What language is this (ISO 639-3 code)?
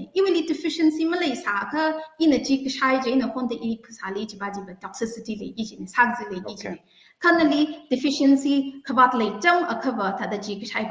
nmf